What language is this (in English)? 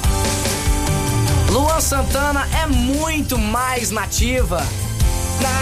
Portuguese